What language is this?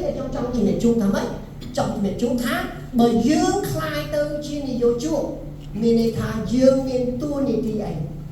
Khmer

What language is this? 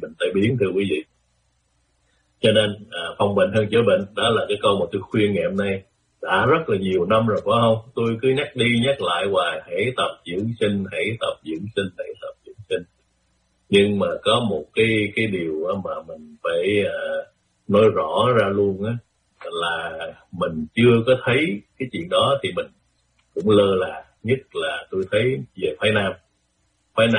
Vietnamese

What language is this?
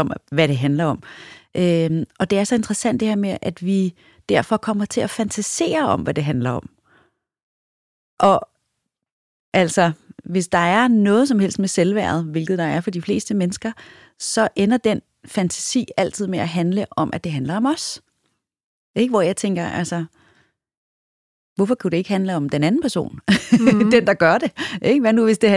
Danish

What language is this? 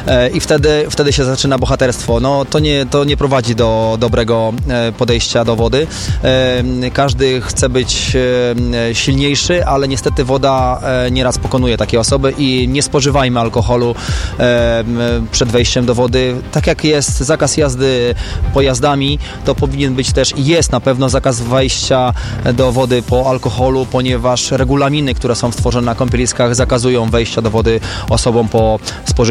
Polish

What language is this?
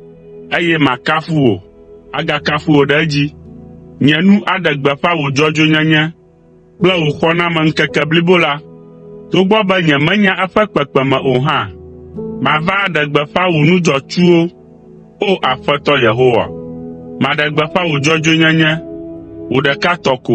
Ewe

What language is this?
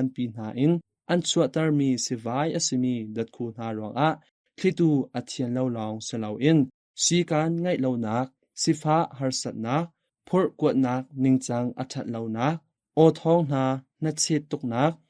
Hakha Chin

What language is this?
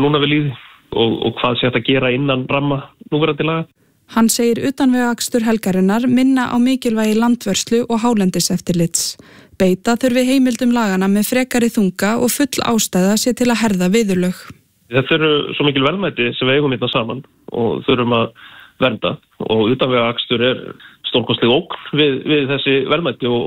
Icelandic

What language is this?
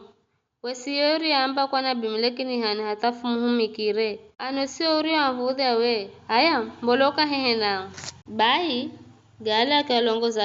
Giryama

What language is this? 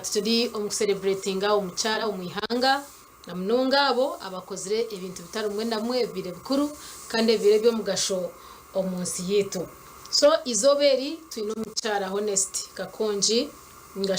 Nyankole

